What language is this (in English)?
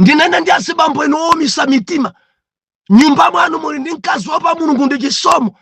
Nyanja